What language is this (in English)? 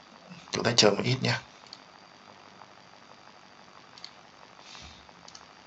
Vietnamese